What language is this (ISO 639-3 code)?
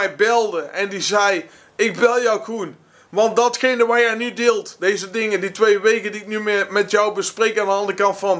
nld